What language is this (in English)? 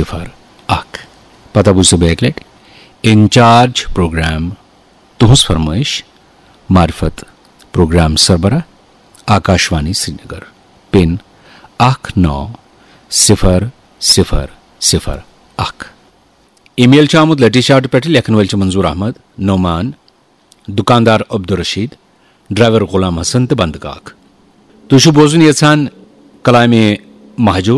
Kashmiri